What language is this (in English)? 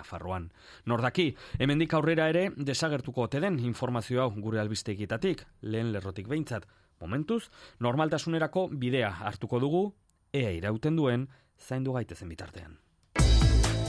Basque